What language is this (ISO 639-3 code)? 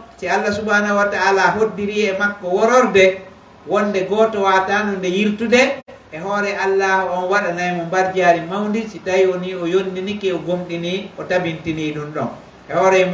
fuf